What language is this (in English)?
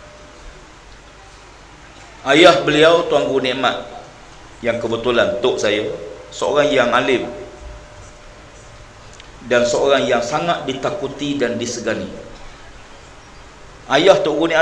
Malay